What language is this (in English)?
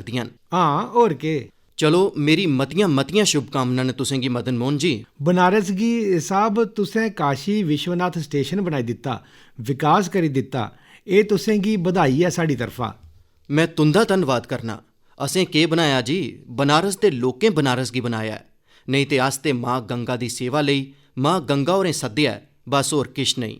Dogri